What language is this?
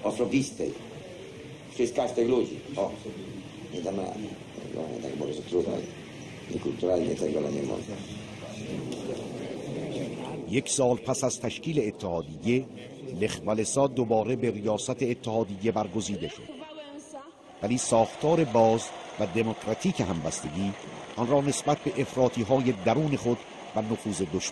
Persian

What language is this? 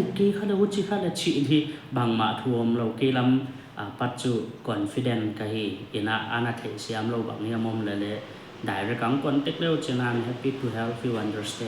Paite Chin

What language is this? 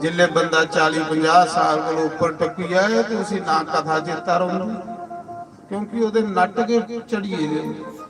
Dogri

